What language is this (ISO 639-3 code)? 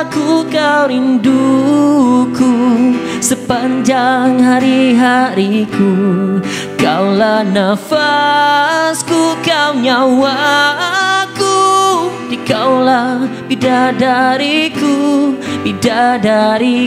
msa